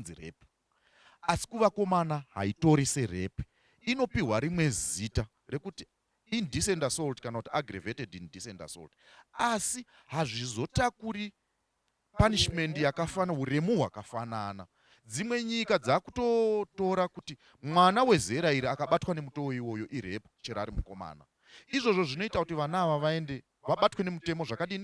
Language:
Shona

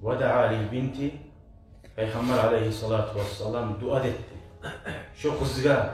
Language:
Kumyk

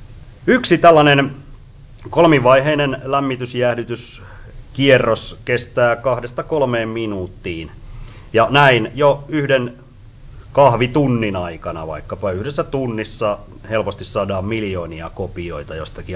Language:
Finnish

